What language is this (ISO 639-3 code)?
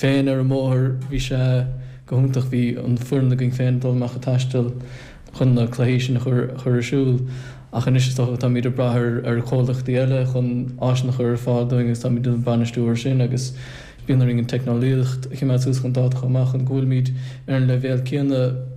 gle